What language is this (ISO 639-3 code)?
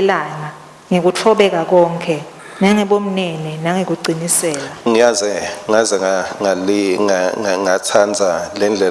ssw